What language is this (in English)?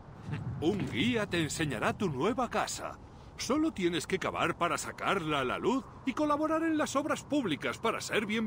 Spanish